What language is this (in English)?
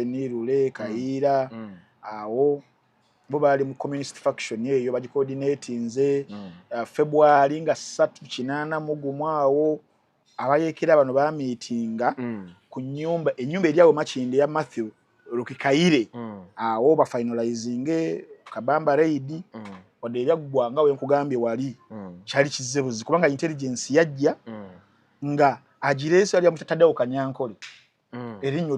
Ganda